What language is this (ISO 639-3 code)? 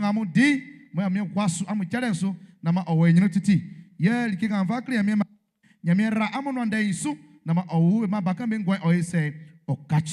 bci